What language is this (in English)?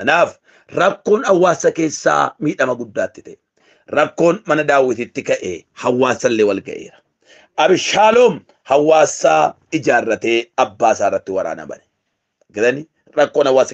Oromo